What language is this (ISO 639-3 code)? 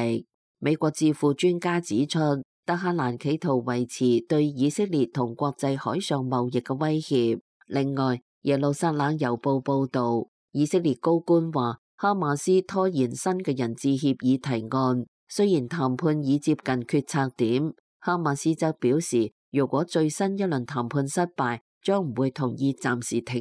yue